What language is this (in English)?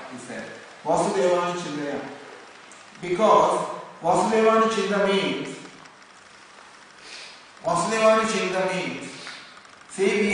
English